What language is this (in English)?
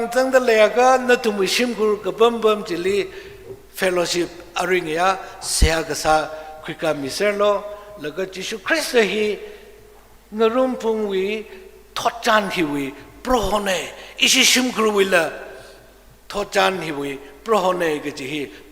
Tangkhul Naga (India)